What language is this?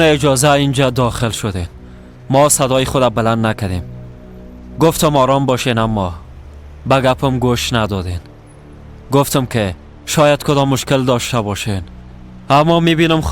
Persian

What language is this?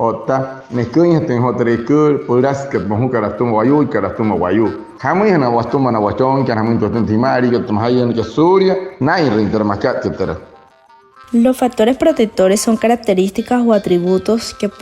Wayuu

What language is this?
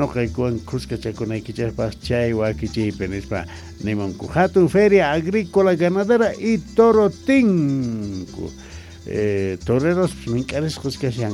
South Bolivian Quechua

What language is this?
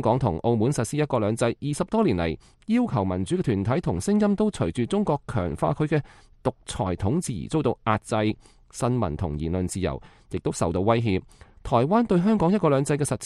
Cantonese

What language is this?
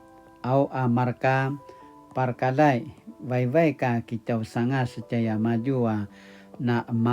Paiwan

